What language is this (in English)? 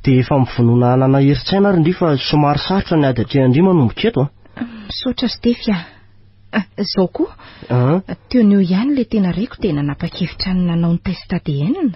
Malagasy